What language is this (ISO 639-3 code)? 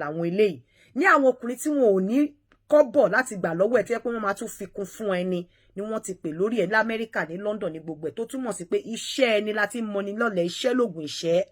yor